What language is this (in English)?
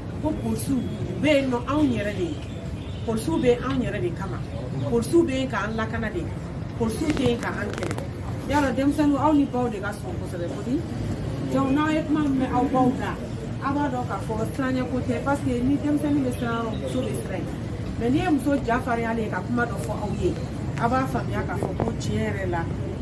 Bambara